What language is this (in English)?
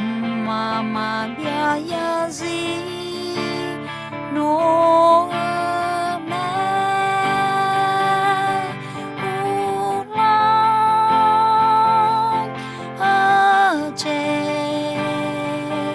Akha